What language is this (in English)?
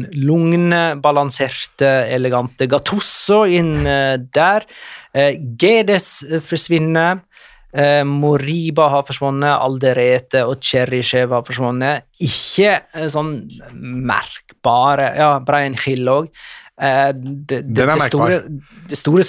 Norwegian